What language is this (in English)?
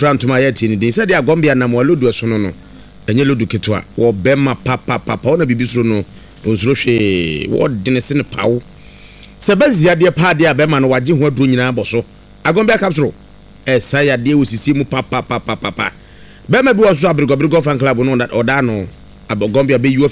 Akan